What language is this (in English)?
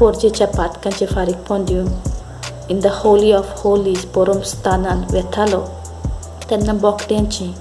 Konkani